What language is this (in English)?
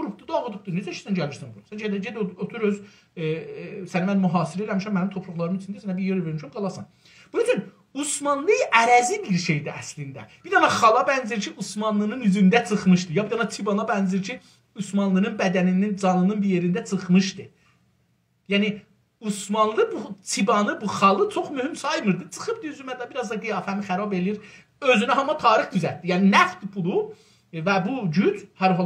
South Azerbaijani